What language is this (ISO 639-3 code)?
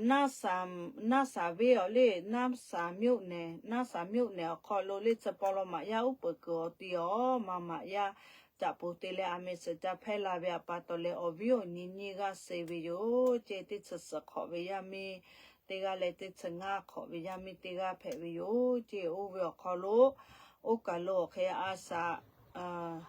lhu